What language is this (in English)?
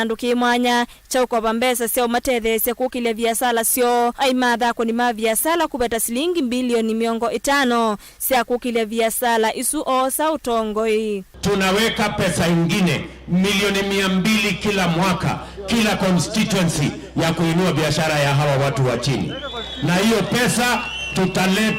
Kamba